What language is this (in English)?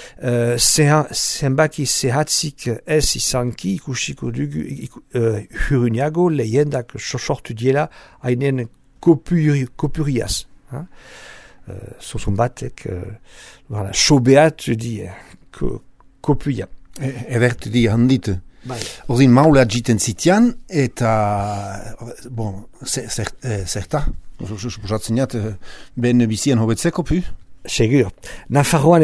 Basque